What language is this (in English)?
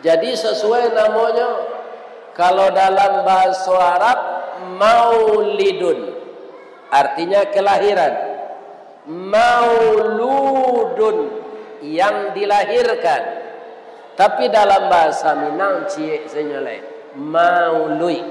Minangkabau